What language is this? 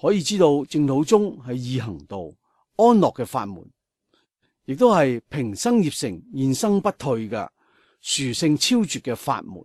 Cantonese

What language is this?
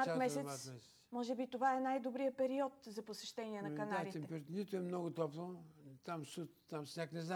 Bulgarian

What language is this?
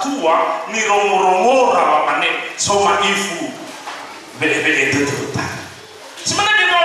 Nias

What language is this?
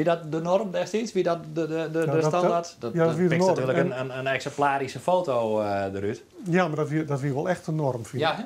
Western Frisian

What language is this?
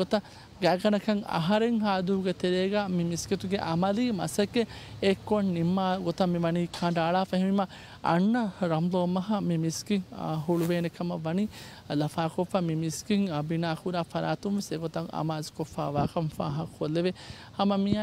Divehi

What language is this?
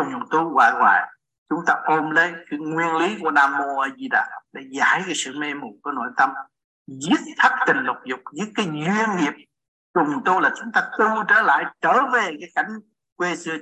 Vietnamese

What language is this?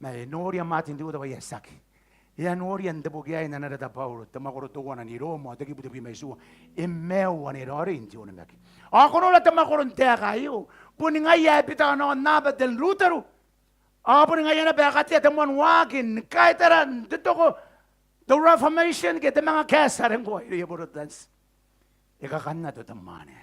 Gilbertese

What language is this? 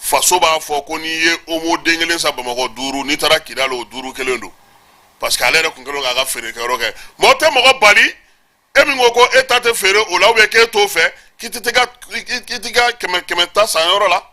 Bambara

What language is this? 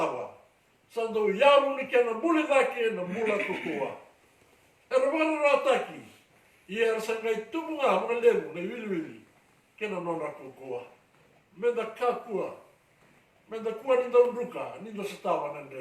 Fijian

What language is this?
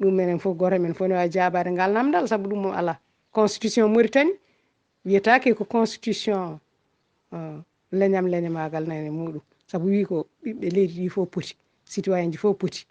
Fula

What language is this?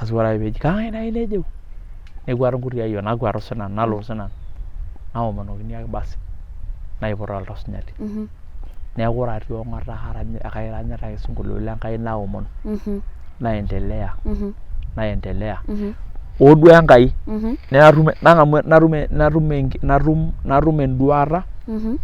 Masai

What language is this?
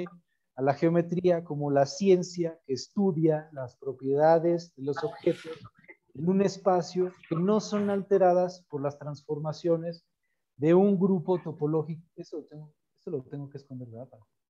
Spanish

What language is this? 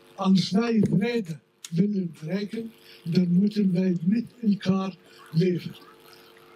Dutch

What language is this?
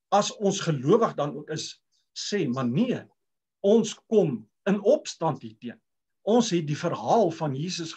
Afrikaans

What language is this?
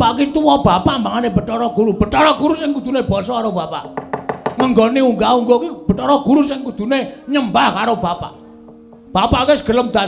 Javanese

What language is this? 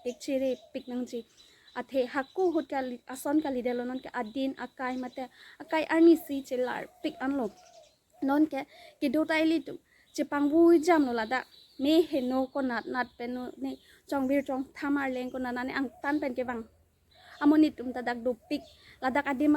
Karbi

